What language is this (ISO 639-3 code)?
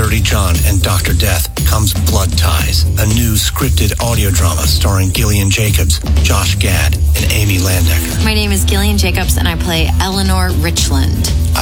eng